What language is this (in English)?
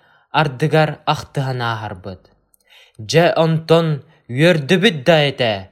Yakut